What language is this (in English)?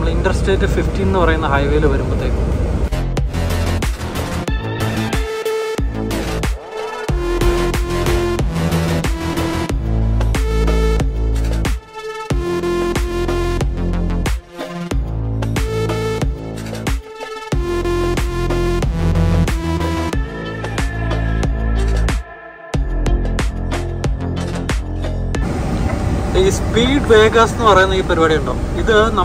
Malayalam